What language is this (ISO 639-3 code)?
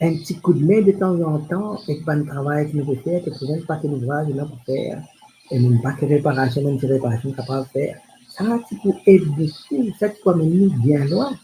mfe